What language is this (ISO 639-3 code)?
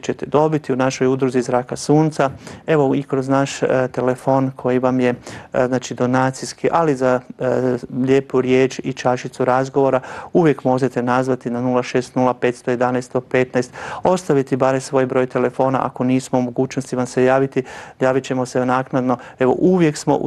hrv